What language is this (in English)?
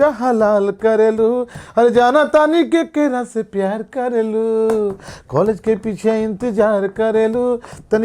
Bhojpuri